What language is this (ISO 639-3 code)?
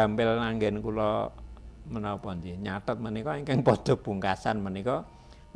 jav